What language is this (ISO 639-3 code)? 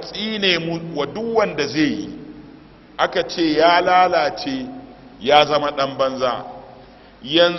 hau